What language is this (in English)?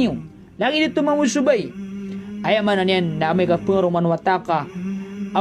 Maranao